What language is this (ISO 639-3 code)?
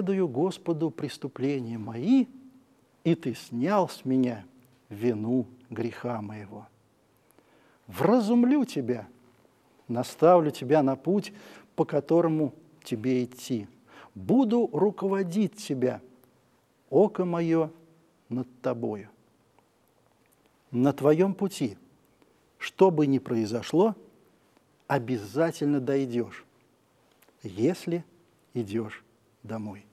rus